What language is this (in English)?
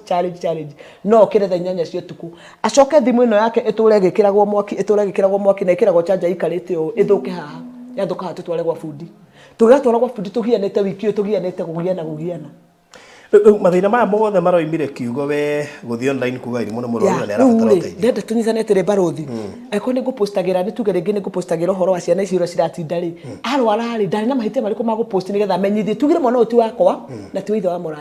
Kikuyu